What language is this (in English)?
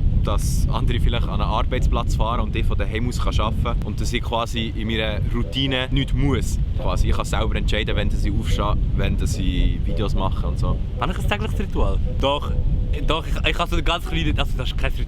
Swiss German